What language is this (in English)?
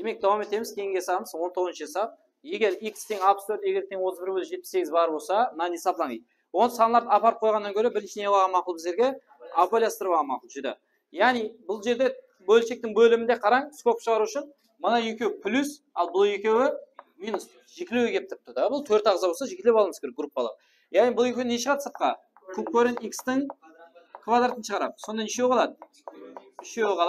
Kara-Kalpak